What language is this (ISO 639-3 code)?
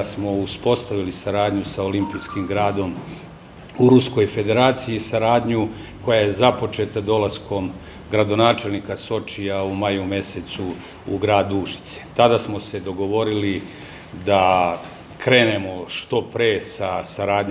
srp